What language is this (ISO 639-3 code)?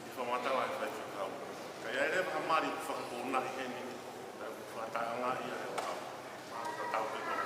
ton